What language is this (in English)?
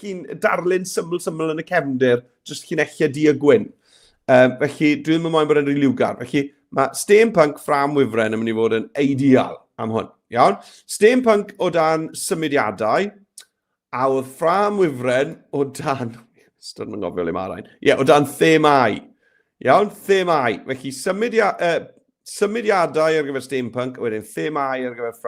Welsh